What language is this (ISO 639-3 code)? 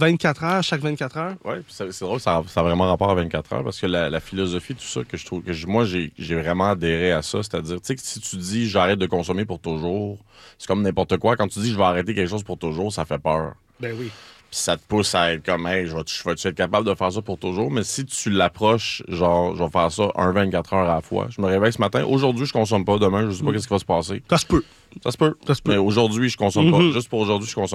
fra